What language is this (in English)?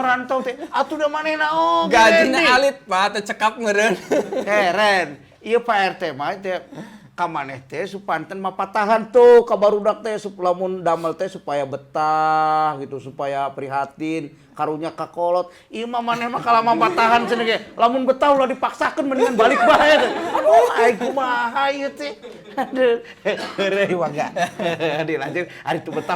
Sundanese